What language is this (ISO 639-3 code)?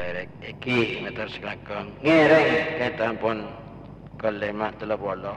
mad